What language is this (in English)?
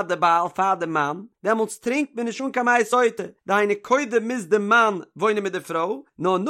Yiddish